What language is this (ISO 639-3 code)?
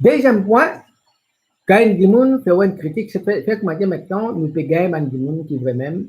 mfe